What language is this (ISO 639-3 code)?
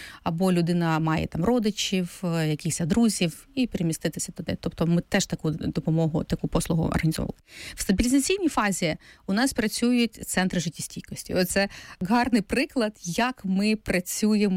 ukr